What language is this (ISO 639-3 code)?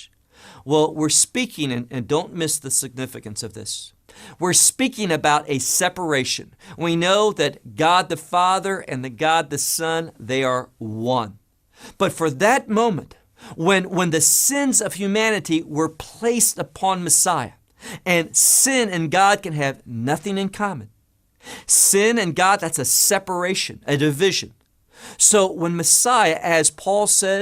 eng